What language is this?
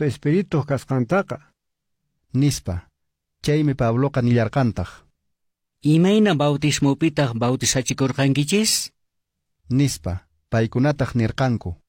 Quechua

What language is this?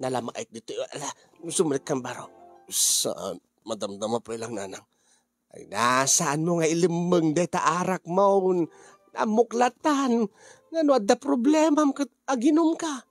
Iloko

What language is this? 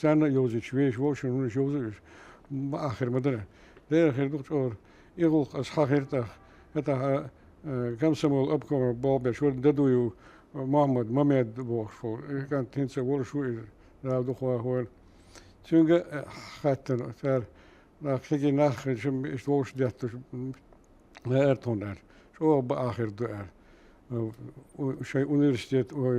Chechen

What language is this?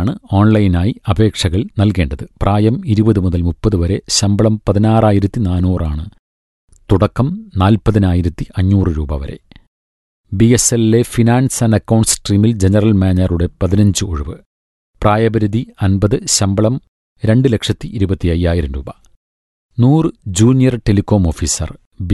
Malayalam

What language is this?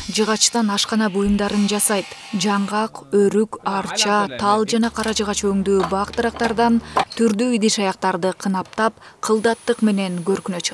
Kyrgyz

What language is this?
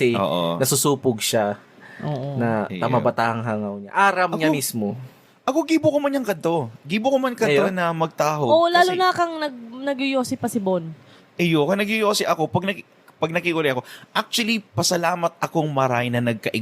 Bikol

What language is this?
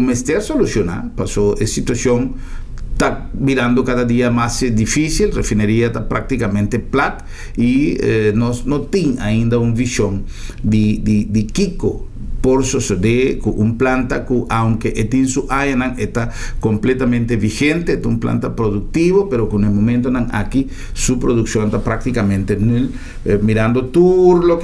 Papiamento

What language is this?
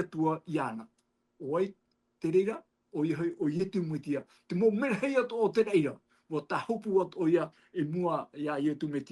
Tahitian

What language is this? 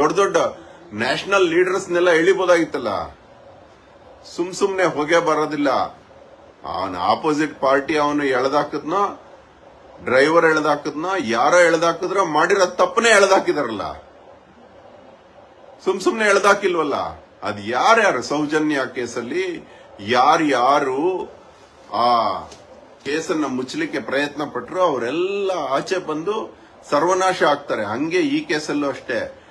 Kannada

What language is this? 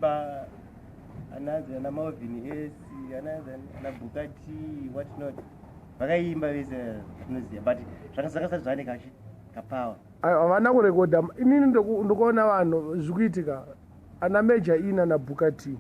Shona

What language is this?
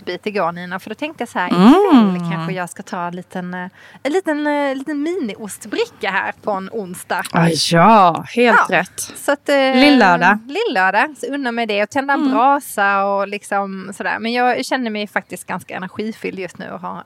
Swedish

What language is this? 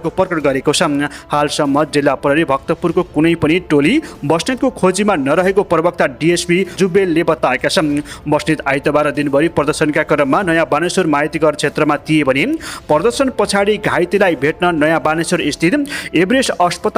Nepali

